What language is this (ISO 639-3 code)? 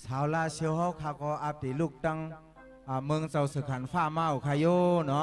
shn